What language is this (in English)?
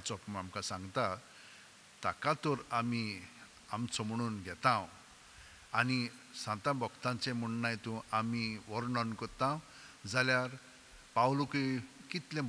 Konkani